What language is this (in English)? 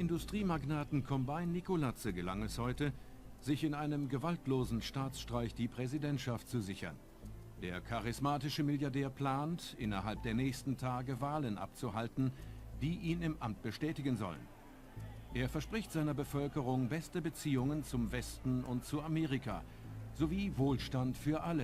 Bavarian